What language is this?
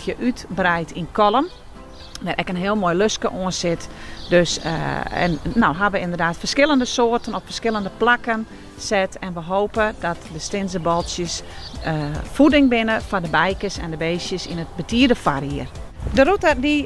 Western Frisian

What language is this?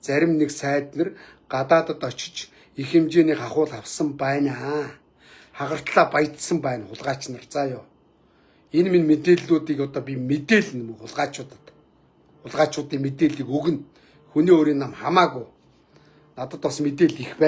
Mongolian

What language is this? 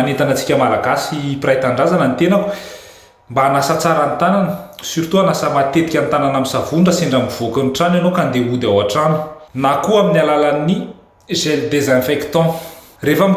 Malagasy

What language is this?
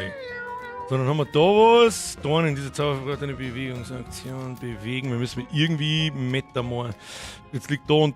Bavarian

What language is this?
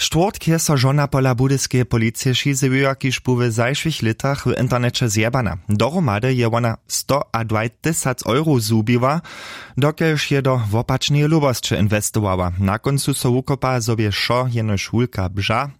Upper Sorbian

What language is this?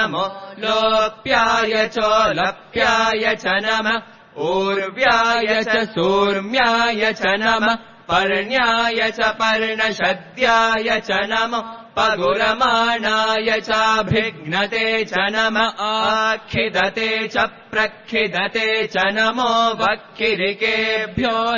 Sanskrit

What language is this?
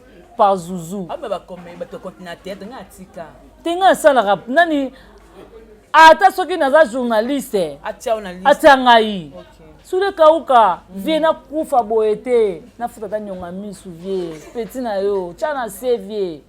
Lingala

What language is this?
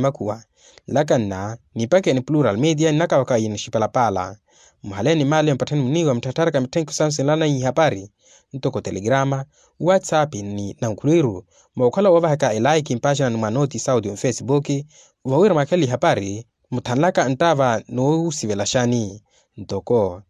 Makhuwa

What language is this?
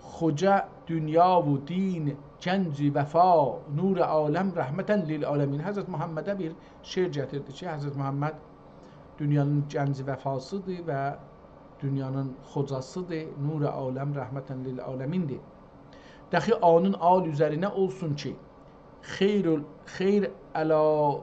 South Azerbaijani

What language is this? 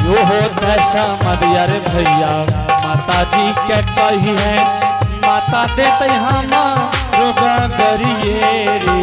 Angika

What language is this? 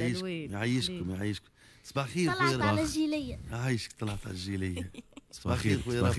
Tunisian Arabic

